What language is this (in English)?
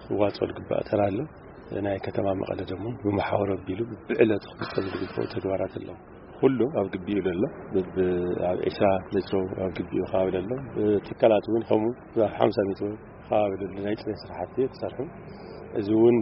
Tigrinya